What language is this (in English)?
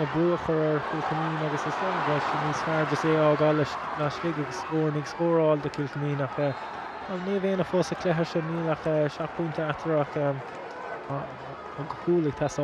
Irish